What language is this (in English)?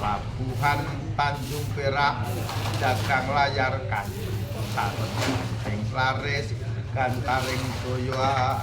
Javanese